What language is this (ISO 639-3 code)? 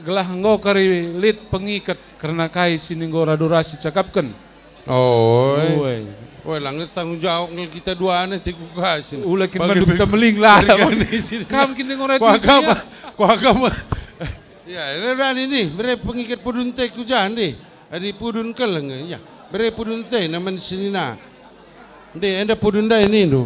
btx